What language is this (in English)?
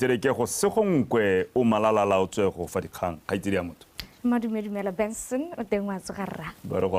Tswana